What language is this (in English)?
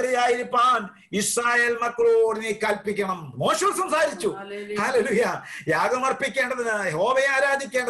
Malayalam